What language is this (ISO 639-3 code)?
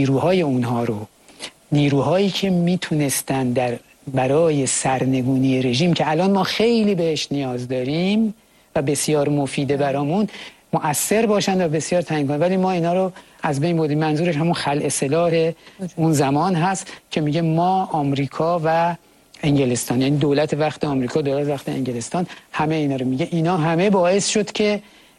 fas